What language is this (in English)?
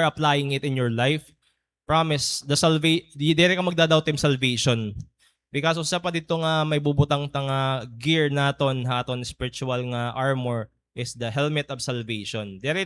Waray